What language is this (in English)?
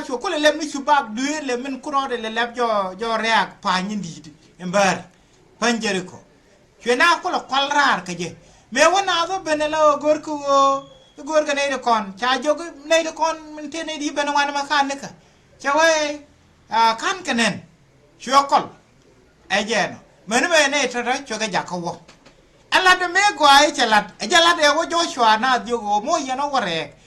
Nuer